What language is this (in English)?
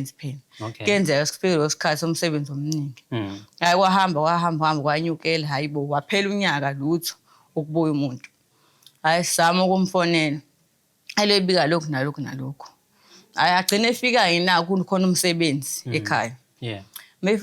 Zulu